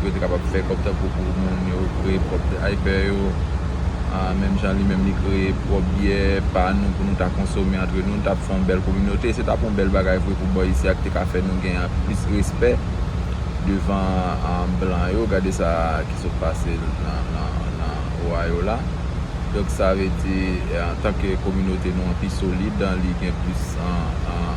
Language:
Haitian Creole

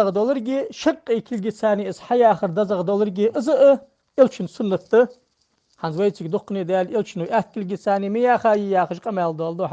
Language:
Ingush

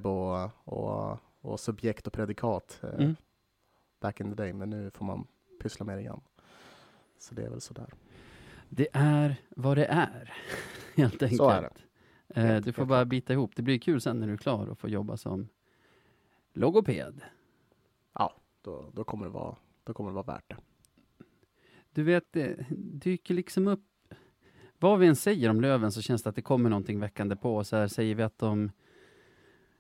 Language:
Swedish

